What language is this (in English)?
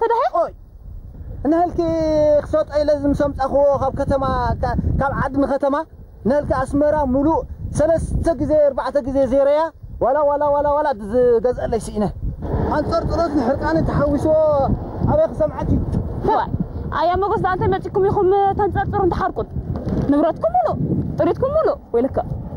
Tigrinya